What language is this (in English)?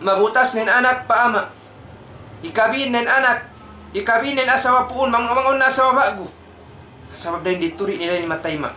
Tausug